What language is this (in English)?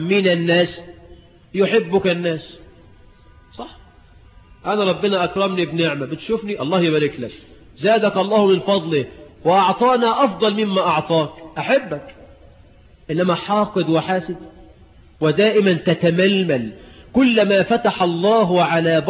Egyptian Arabic